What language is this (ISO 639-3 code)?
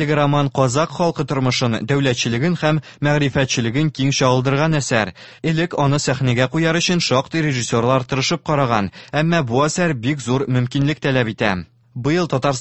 tat